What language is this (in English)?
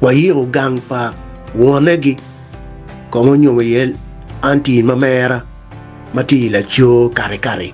Acoli